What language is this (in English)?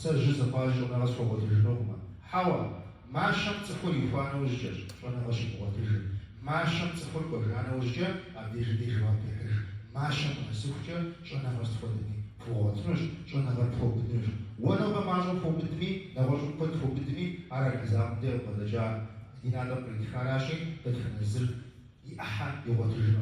Kabardian